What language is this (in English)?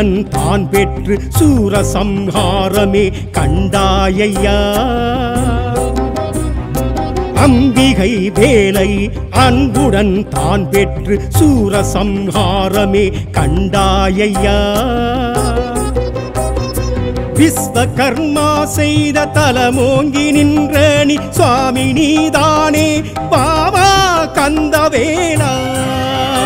Tamil